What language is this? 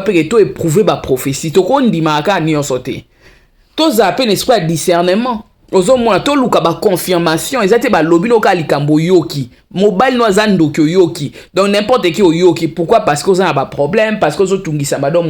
Lingala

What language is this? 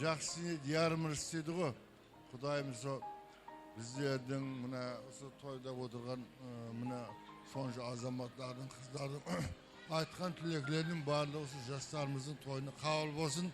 Kara-Kalpak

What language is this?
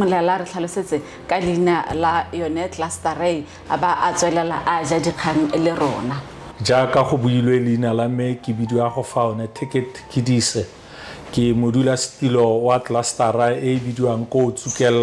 Tswana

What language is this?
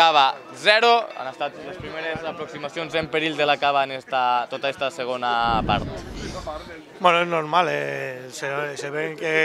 Catalan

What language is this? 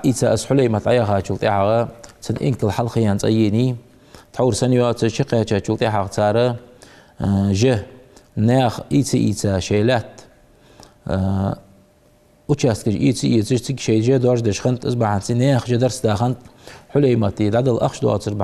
Ingush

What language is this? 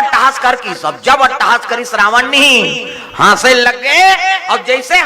Chhattisgarhi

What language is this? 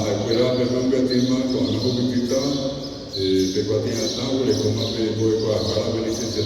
Guarani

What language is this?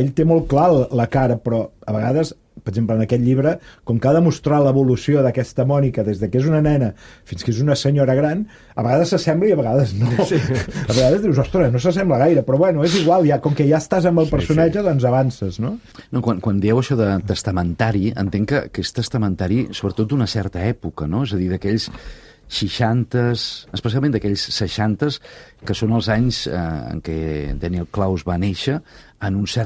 Catalan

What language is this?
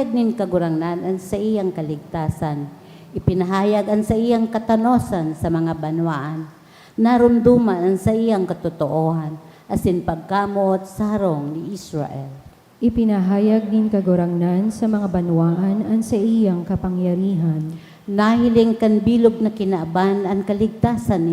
Bikol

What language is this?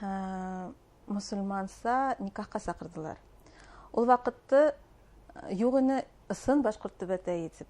Bashkir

